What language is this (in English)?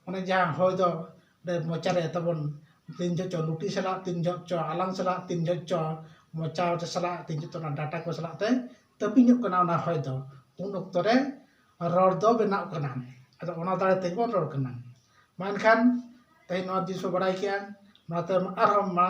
Santali